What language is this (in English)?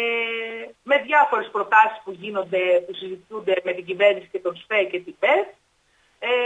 Greek